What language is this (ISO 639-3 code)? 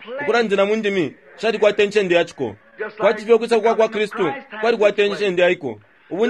bem